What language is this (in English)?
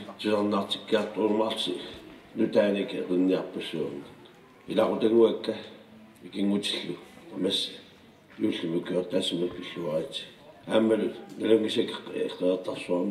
Kalaallisut